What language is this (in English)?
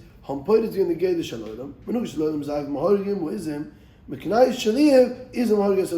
Yiddish